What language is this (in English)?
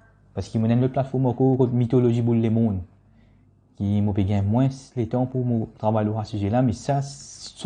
Morisyen